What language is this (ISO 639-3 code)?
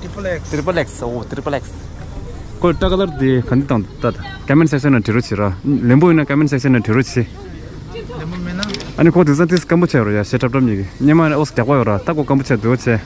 bod